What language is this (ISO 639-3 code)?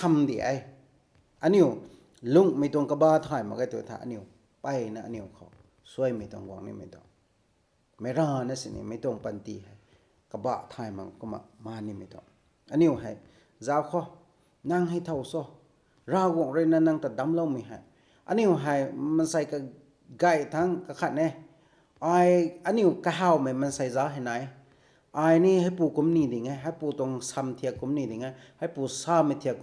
nbu